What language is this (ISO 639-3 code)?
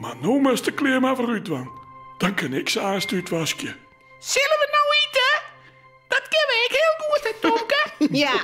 fry